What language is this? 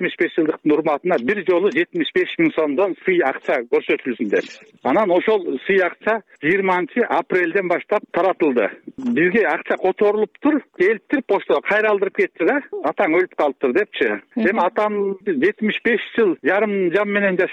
Kyrgyz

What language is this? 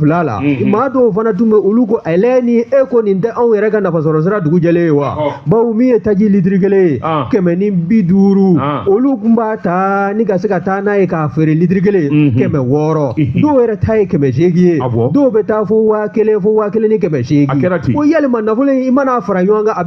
Bambara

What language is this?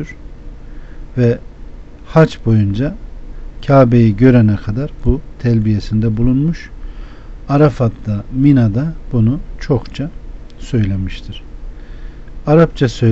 Turkish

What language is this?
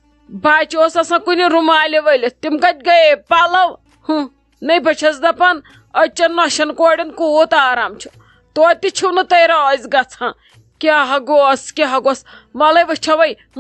Kashmiri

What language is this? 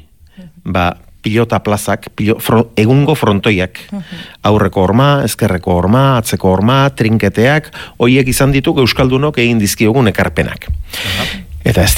Basque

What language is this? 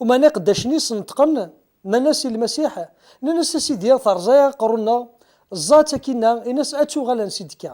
Kabyle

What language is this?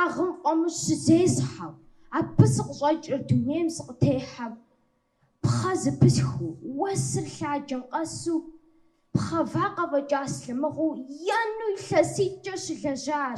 Kabardian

